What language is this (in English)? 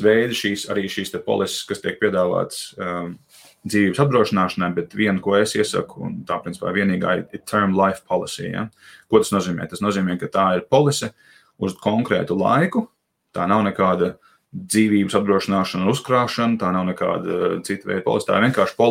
Latvian